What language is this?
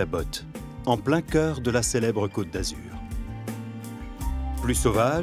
French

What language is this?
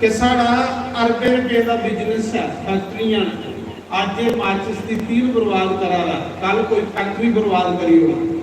Dogri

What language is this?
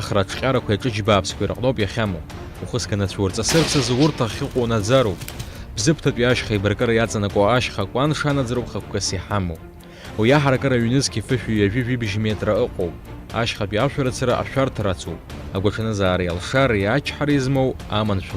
Abkhazian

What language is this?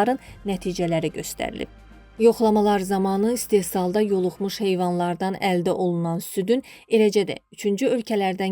Azerbaijani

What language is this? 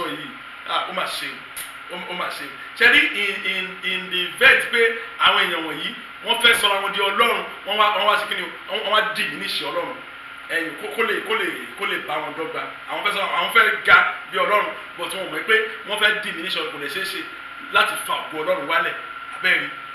Yoruba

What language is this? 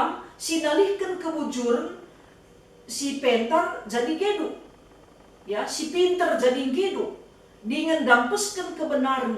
Batak Karo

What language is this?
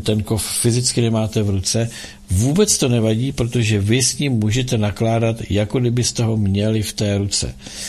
Czech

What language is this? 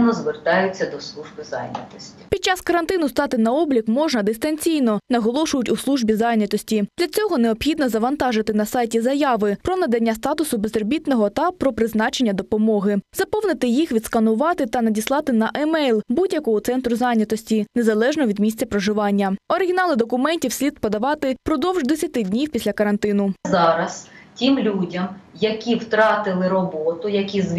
Ukrainian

